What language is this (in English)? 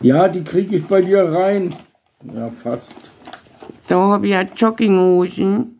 Bavarian